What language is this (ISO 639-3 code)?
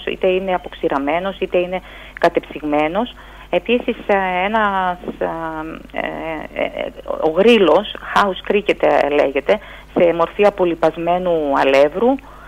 ell